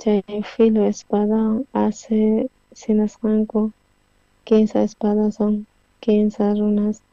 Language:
South Bolivian Quechua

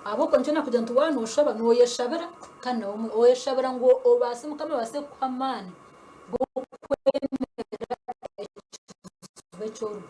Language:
Nyankole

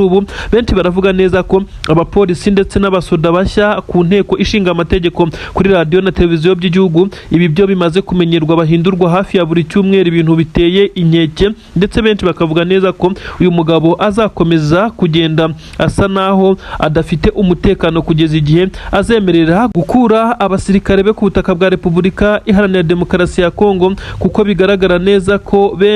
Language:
Kinyarwanda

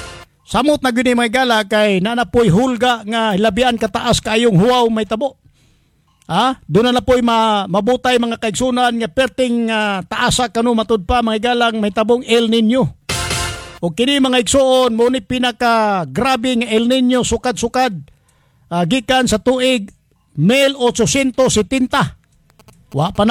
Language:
Cebuano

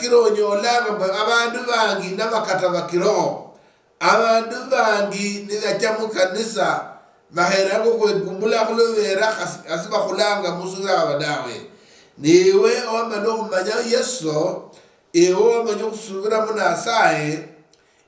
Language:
Luyia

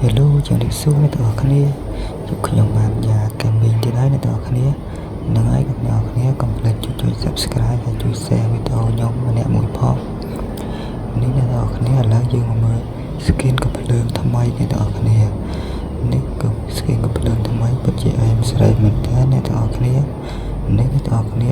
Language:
Khmer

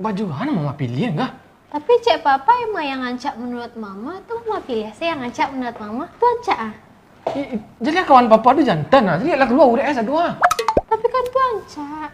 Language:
Minangkabau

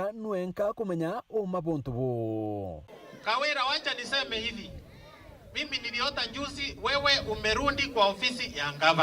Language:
Meru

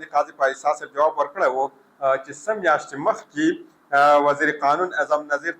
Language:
Pashto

